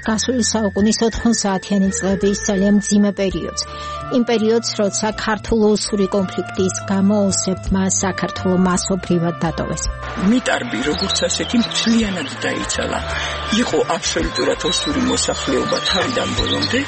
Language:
Georgian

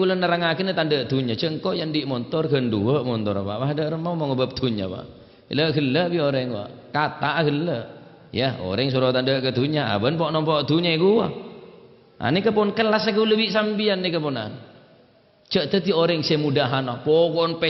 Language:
Madurese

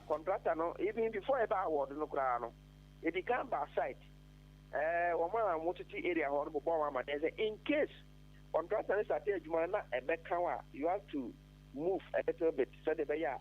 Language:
Akan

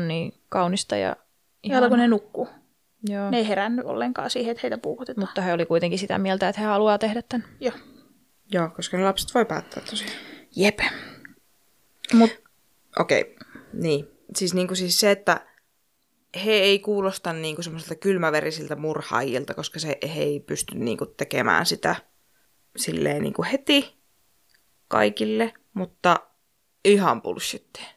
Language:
Finnish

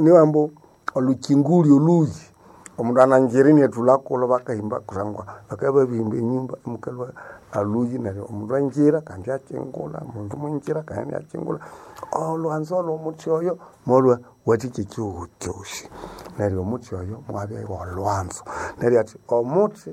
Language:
Nande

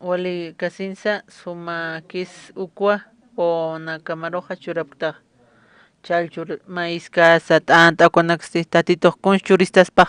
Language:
Aymara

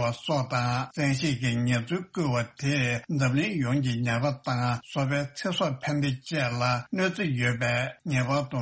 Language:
Tibetan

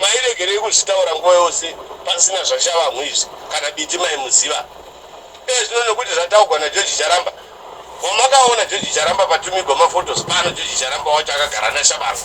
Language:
Shona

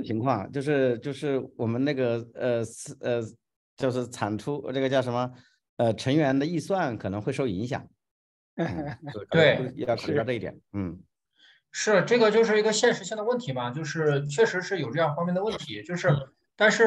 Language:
Chinese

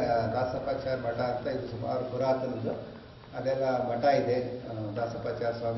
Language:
Kannada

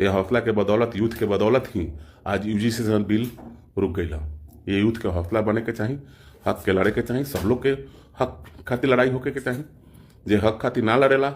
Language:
Bhojpuri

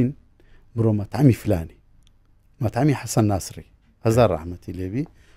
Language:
Central Kurdish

